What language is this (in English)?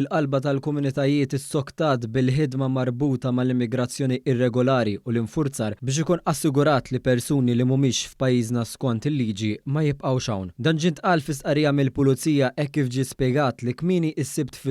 Maltese